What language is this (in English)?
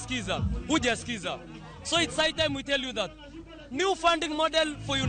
Luo (Kenya and Tanzania)